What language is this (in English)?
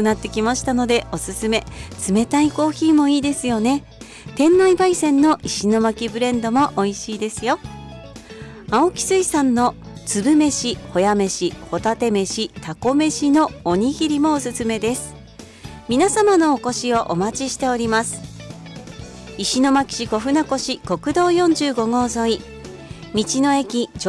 Japanese